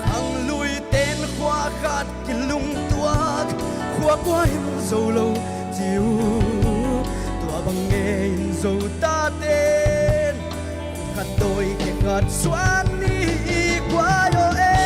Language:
Paite Chin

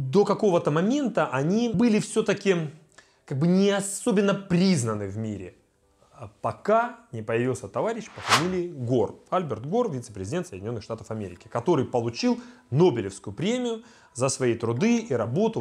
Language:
Russian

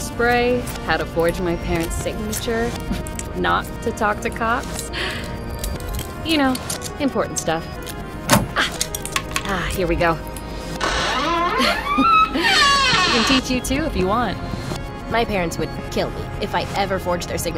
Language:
English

